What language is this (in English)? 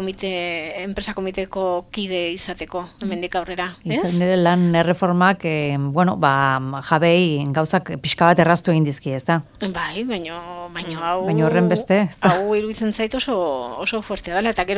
Basque